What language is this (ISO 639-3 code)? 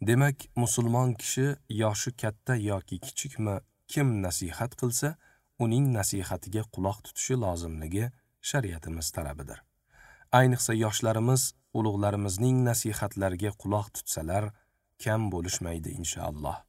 uzb